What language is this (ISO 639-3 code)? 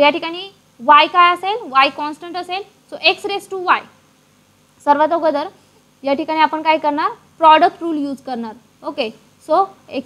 mar